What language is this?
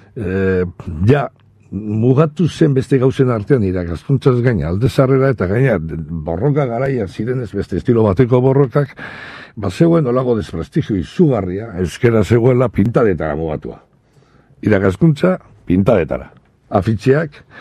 Basque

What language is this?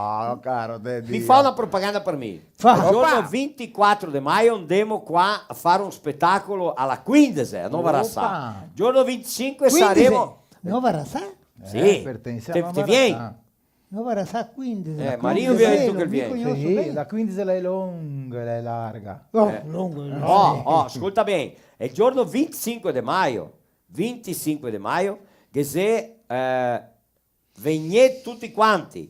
Venetian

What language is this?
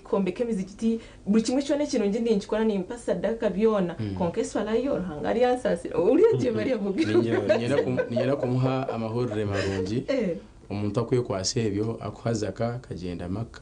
Nyankole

